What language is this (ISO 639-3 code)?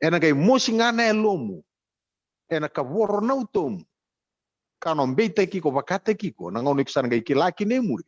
fij